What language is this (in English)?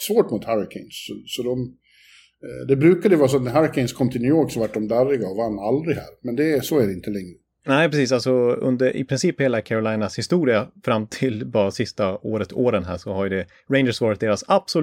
Swedish